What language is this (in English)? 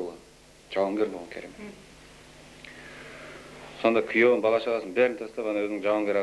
Kazakh